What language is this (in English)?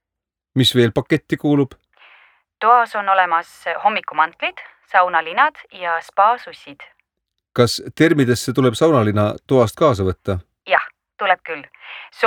Estonian